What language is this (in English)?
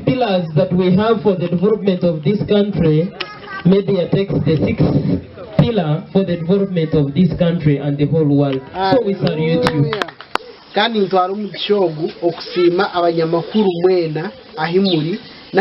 Nyankole